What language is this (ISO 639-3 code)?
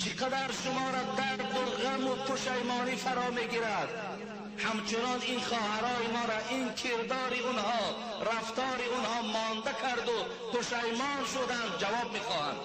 tgk